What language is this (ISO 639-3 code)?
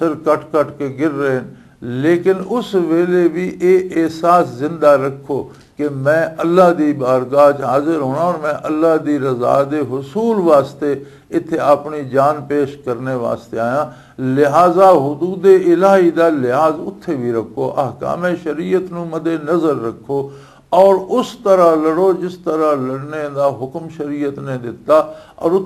lah